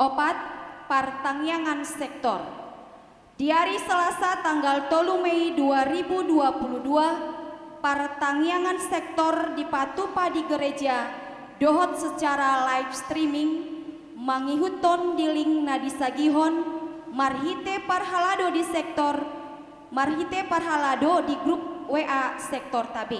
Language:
Batak Toba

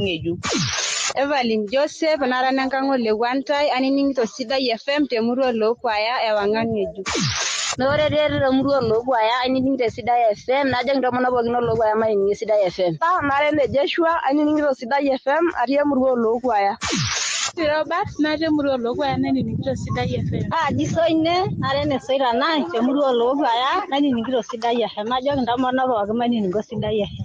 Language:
Masai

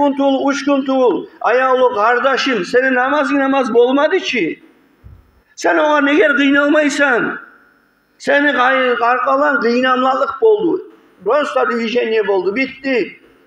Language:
Kumyk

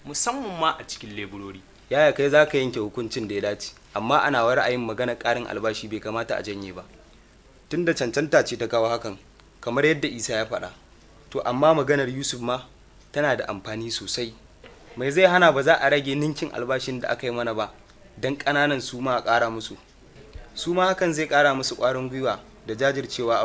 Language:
Hausa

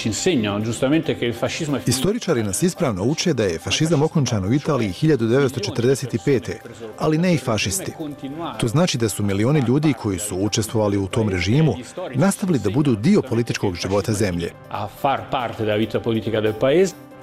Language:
Bosnian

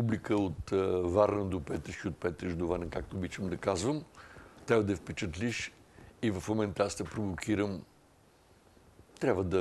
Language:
Bulgarian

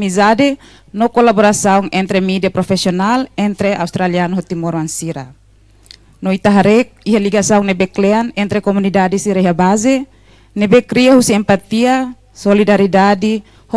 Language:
Tetum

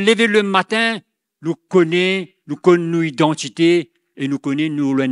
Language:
Morisyen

